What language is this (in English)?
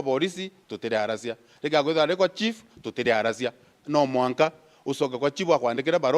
Meru